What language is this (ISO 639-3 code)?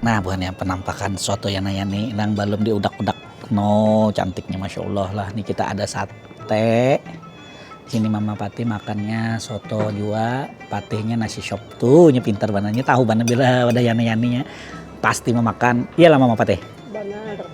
bjn